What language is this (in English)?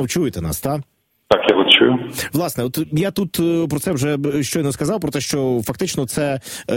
Ukrainian